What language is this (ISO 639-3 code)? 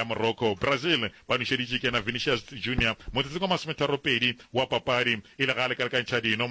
nso